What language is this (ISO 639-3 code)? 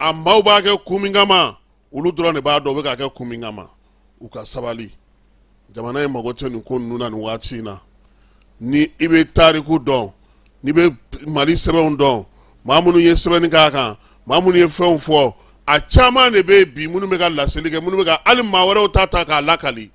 bam